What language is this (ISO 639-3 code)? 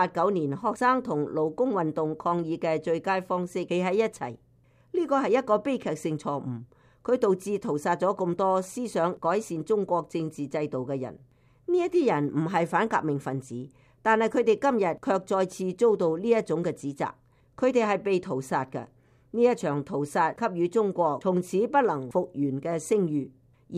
yue